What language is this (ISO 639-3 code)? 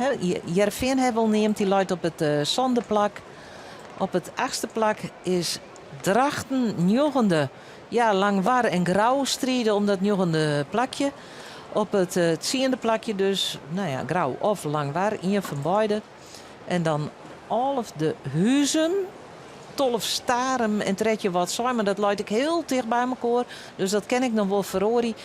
fry